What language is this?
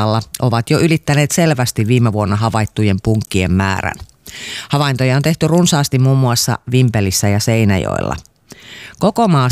Finnish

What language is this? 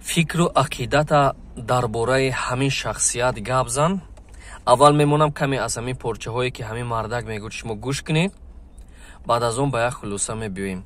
Tajik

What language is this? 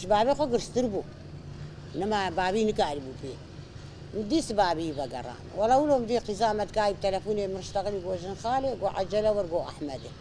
Kurdish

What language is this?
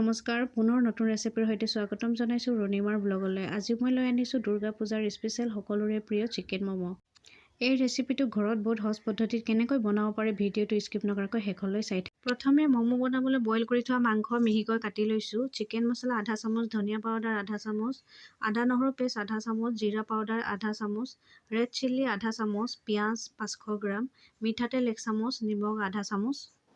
Assamese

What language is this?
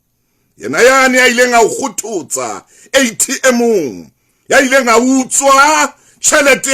Southern Sotho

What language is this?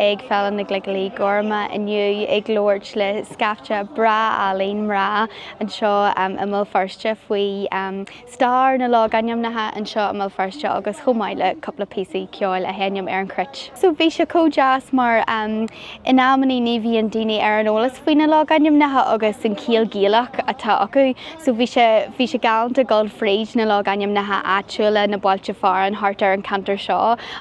Irish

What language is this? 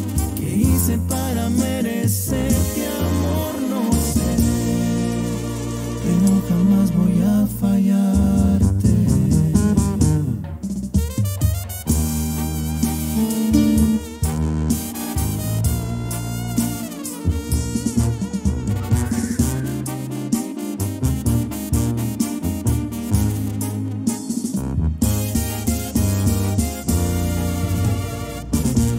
Spanish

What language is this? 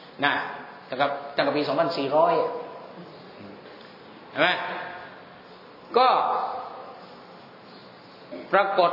Thai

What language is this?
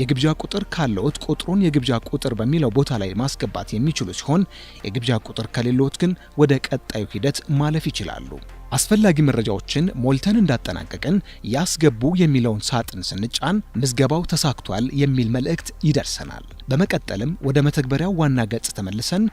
Amharic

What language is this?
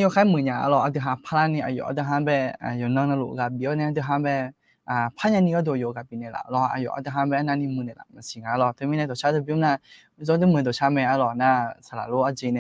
Akha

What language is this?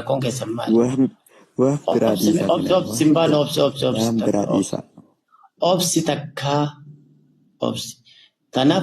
Oromo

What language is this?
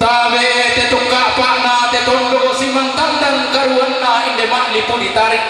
Toraja-Sa'dan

